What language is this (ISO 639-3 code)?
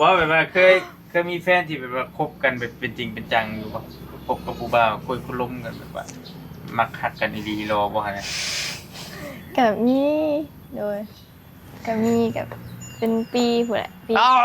tts